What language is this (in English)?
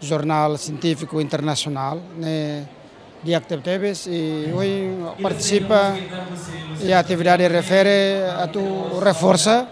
Tetum